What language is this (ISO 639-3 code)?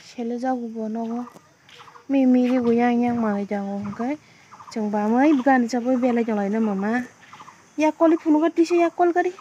trp